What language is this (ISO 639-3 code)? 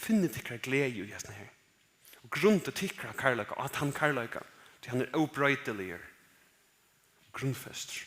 fao